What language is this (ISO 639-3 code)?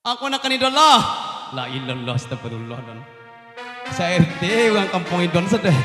min